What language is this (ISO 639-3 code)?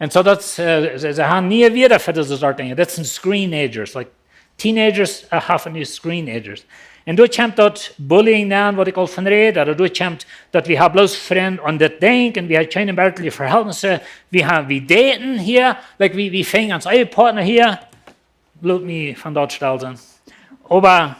pdt